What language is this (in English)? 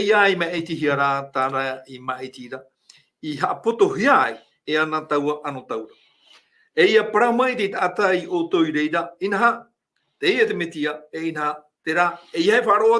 Tahitian